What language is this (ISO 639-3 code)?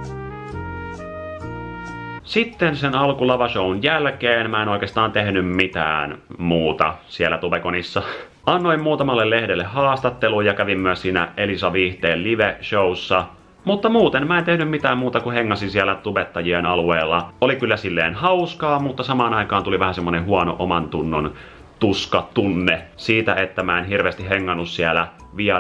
fin